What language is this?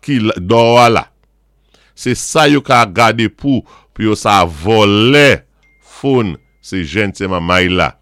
Saint Lucian Creole French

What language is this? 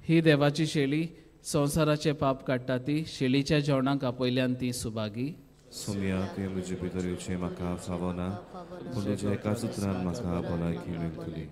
Konkani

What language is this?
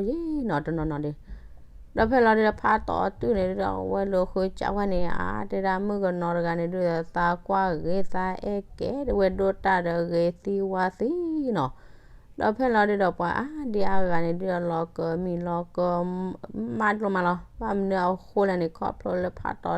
S'gaw Karen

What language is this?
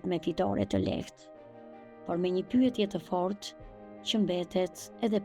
Albanian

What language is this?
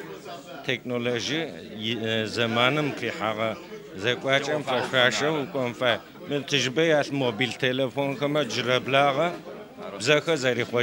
Adyghe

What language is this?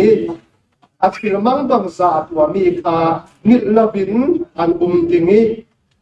Falam Chin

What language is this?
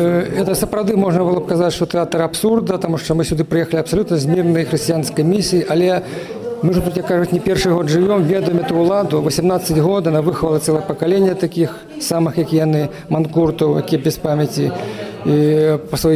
Belarusian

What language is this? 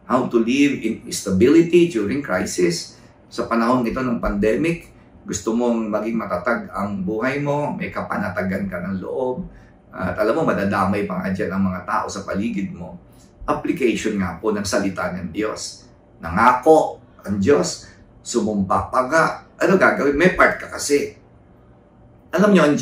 Filipino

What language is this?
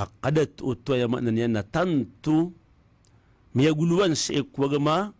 Maranao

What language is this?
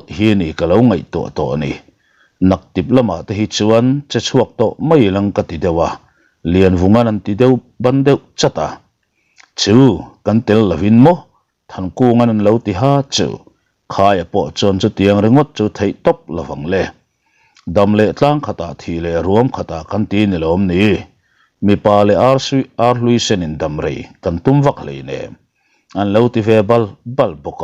Mizo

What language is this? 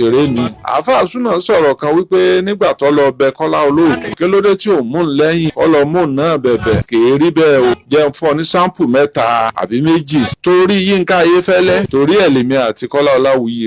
Yoruba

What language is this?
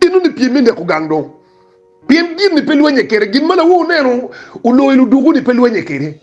Acoli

